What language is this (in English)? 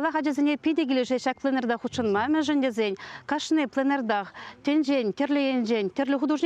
Chuvash